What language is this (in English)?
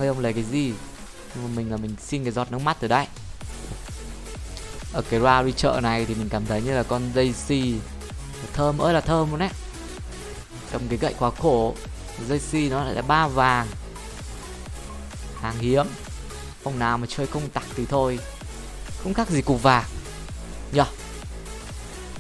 Vietnamese